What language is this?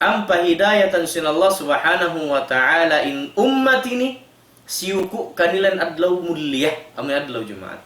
Tausug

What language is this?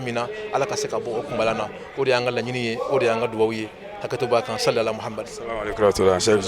Bambara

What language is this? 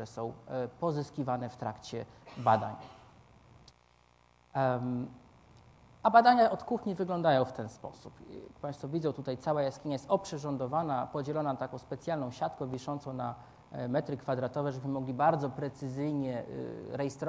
Polish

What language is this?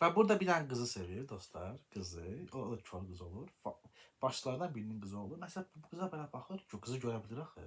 Azerbaijani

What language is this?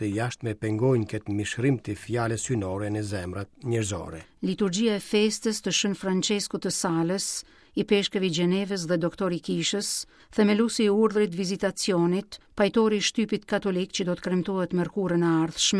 Albanian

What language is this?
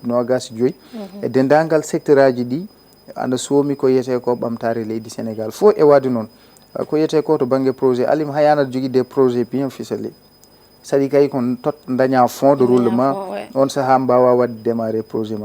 Fula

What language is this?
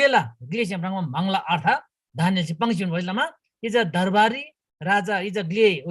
Eastern Tamang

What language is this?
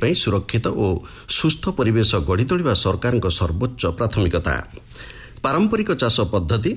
Odia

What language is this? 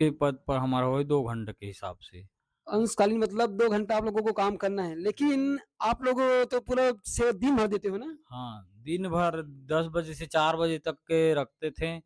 Chhattisgarhi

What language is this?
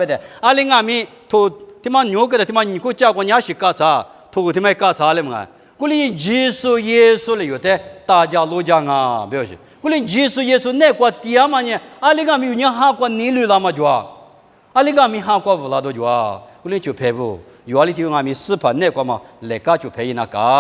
Lisu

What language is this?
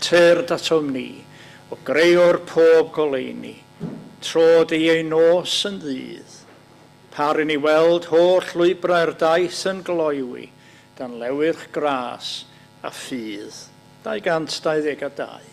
Welsh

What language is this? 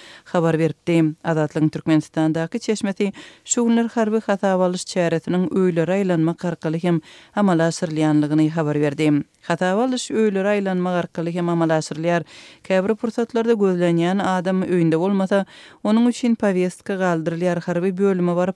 Turkmen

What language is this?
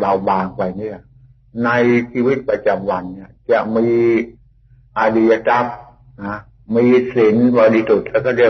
Thai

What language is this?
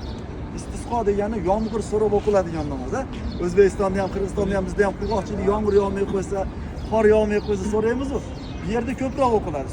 Uzbek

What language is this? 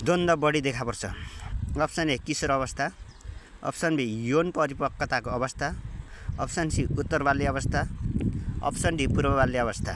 Nepali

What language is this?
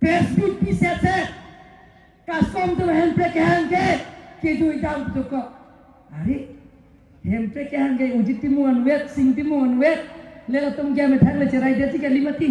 Karbi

